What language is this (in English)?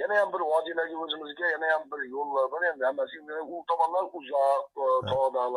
Uzbek